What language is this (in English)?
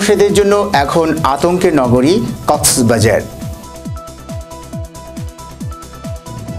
Bangla